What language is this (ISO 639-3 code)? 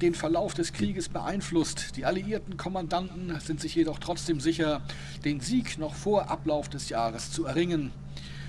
deu